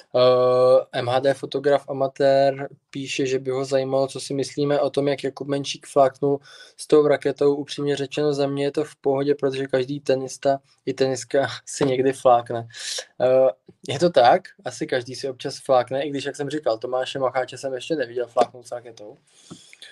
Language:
Czech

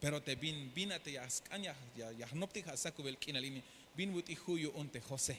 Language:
Tzeltal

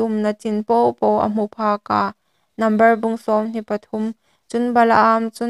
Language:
Hmar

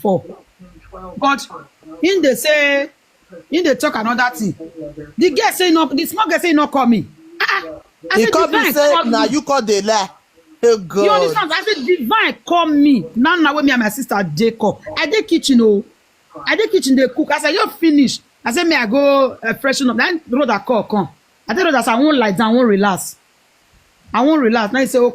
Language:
Nigerian Pidgin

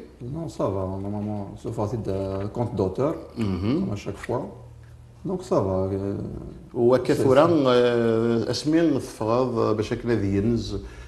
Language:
Kabyle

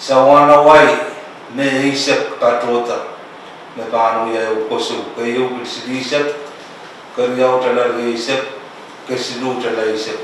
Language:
Pohnpeian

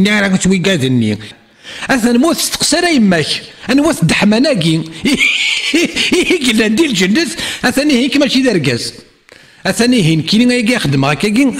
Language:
Kabyle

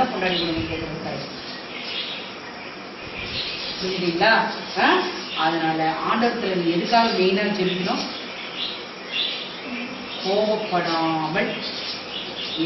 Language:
Tamil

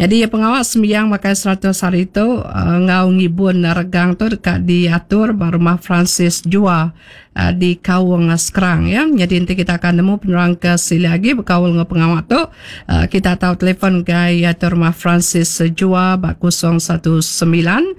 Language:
Iban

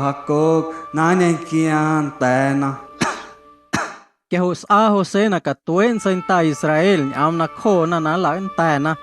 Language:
Guerrero Amuzgo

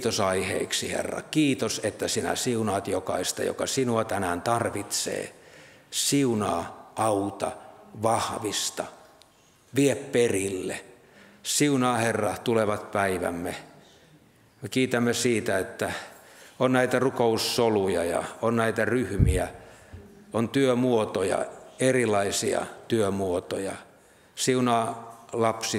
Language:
Finnish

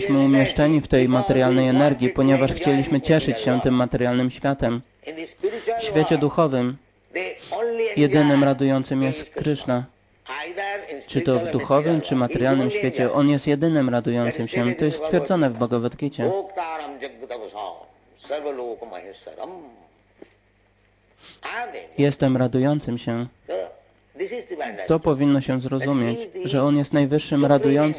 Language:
Polish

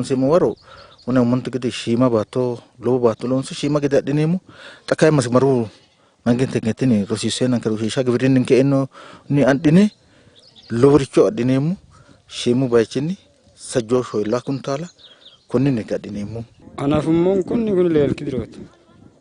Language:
Sidamo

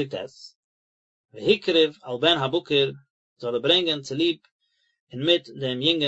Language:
Yiddish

